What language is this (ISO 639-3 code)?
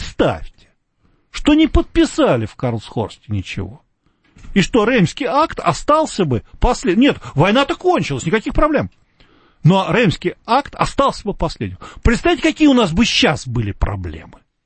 rus